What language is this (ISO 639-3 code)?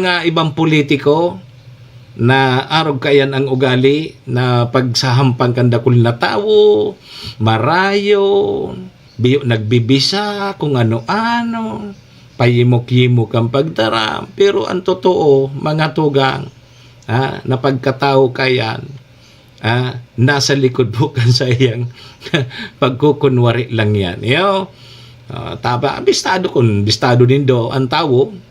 bik